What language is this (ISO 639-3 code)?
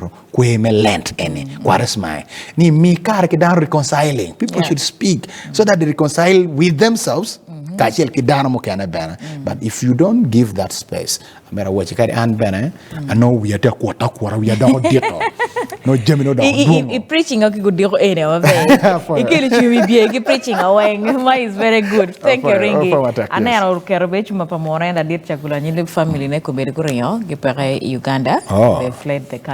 ach